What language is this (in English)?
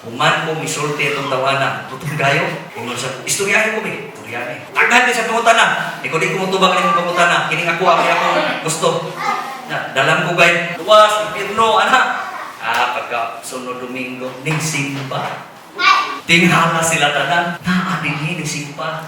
Cebuano